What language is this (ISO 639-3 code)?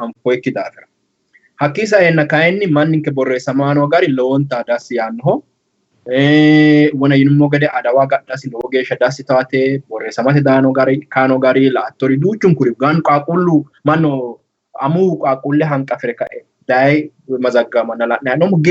sid